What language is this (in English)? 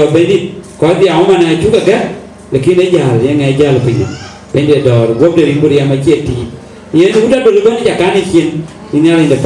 Dinka